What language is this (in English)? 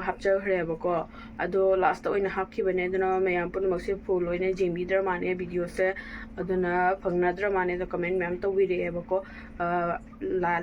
Manipuri